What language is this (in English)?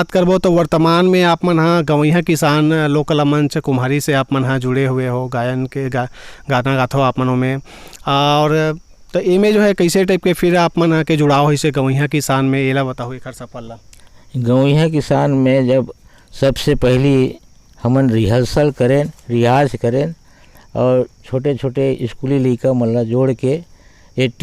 Chhattisgarhi